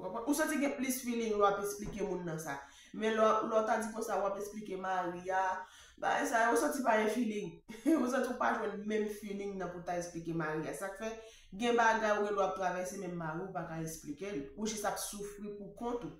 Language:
Haitian Creole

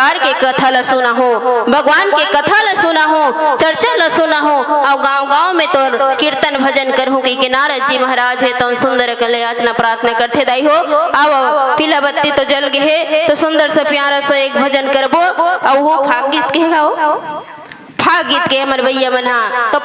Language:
Chhattisgarhi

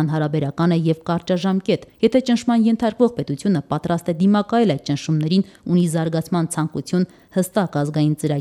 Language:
Armenian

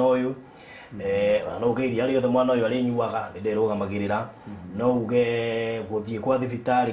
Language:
Kikuyu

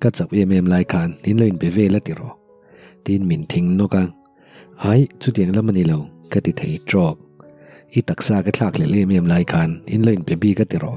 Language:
Mizo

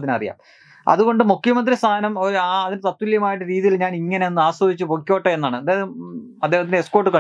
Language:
Malayalam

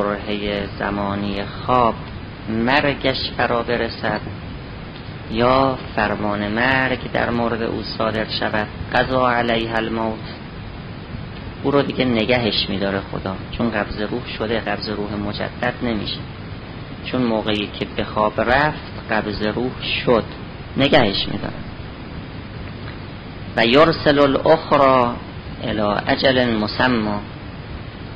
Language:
Persian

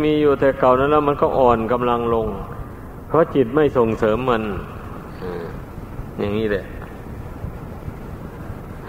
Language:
Thai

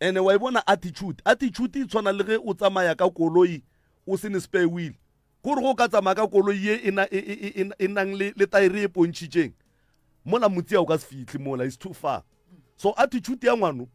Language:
Northern Sotho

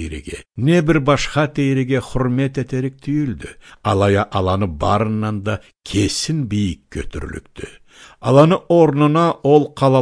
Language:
Karachay-Balkar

